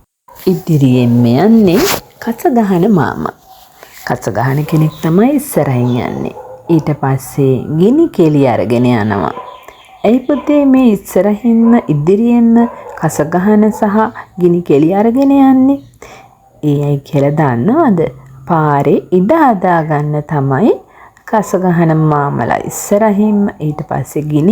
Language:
Sinhala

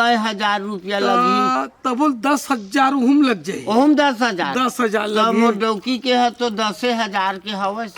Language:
Chhattisgarhi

